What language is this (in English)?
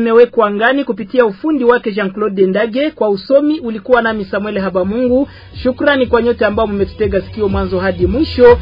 Swahili